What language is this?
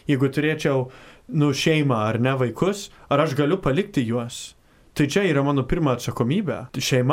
Lithuanian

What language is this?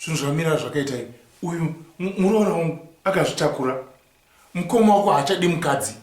Shona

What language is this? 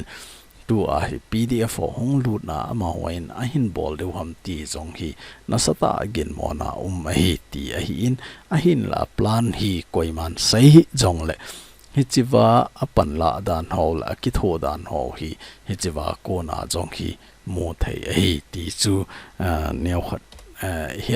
Thado Chin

